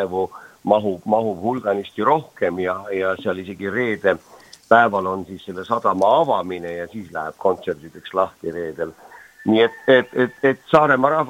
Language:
Estonian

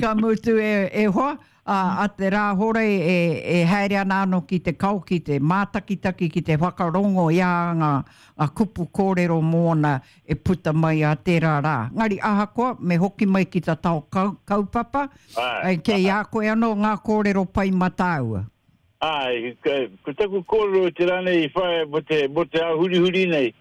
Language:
Māori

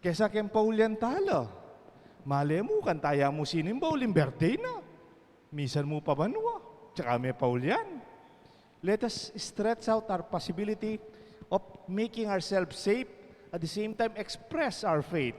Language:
Pampanga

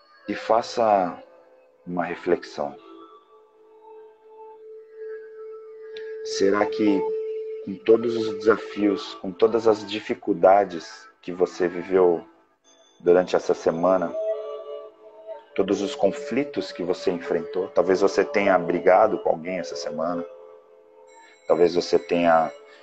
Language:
Portuguese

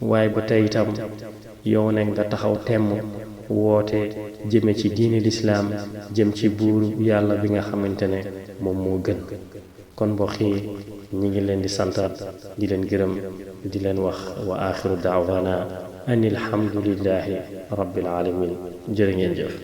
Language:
Wolof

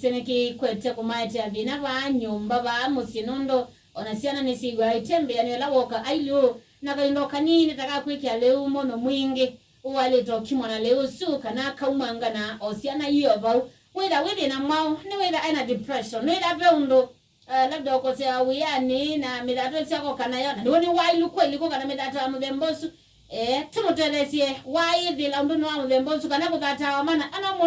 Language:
Kamba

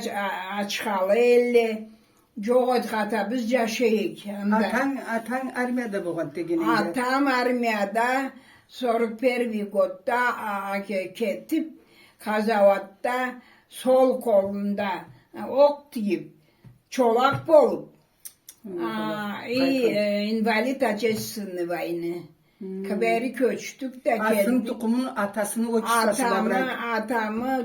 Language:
Karachay-Balkar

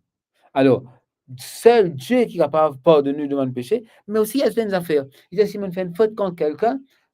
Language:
Morisyen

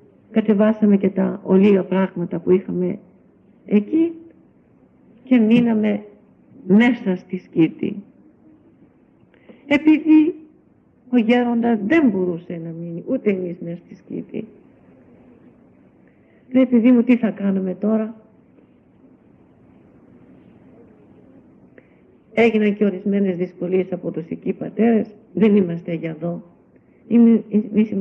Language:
Greek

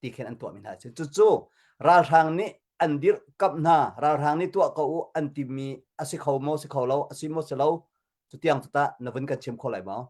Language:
Hakha Chin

